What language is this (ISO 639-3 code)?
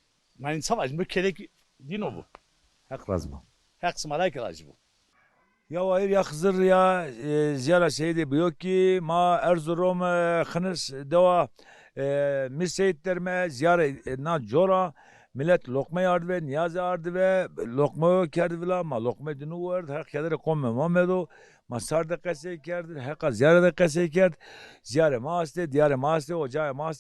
zza